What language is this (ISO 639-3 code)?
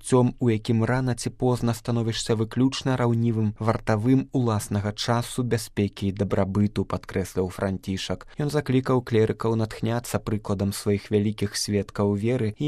bel